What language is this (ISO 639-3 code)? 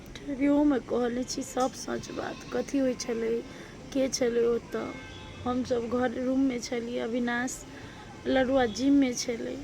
mai